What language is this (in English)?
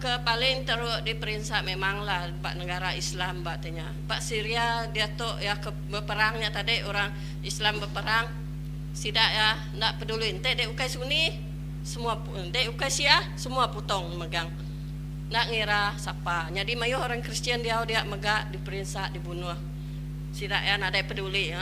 Iban